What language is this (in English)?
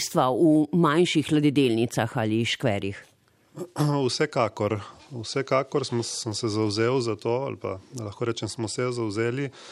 Slovenian